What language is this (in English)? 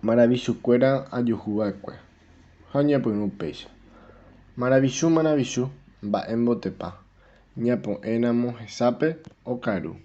Guarani